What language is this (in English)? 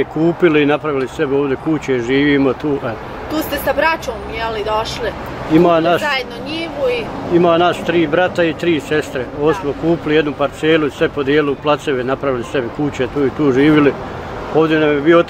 Bosnian